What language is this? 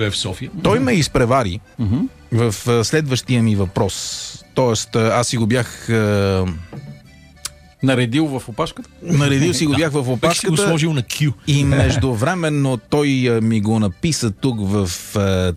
Bulgarian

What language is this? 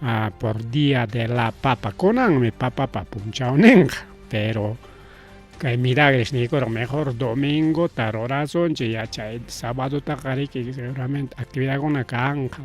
Ayacucho Quechua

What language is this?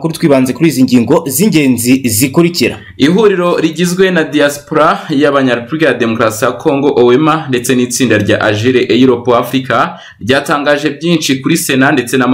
Kinyarwanda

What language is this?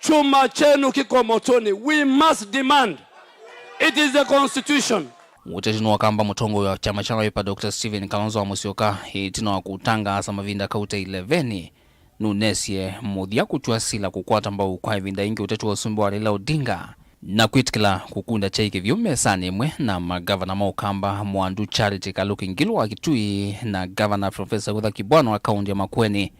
Kamba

